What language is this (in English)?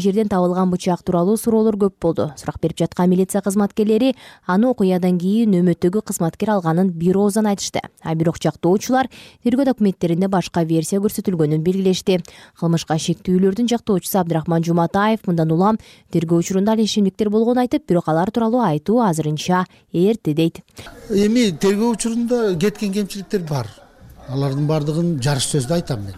Kyrgyz